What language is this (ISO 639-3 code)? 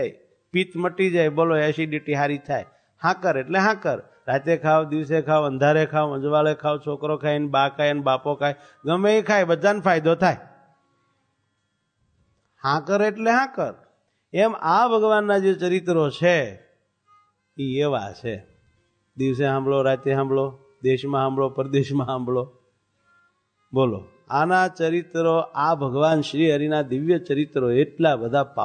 guj